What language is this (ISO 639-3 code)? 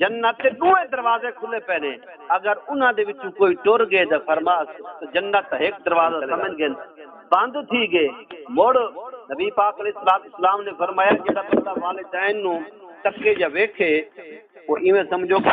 skr